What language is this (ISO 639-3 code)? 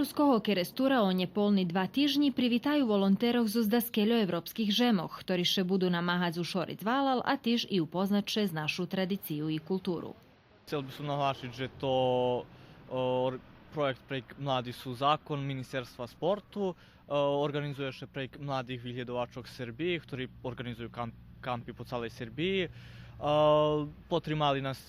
rue